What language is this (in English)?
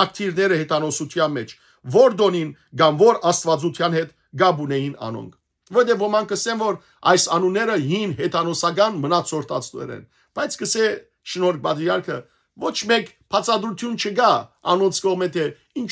Western Armenian